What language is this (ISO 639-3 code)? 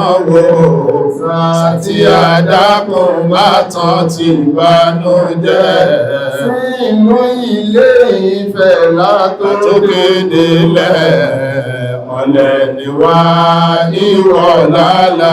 yor